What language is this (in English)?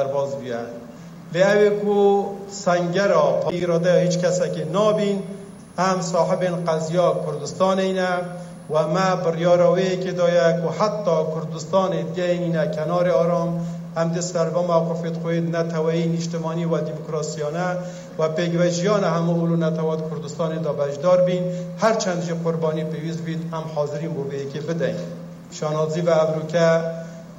Kurdish